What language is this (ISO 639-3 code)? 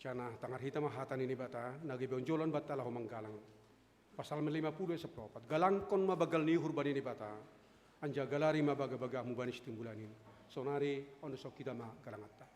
bts